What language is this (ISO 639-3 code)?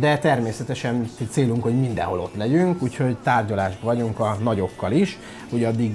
hun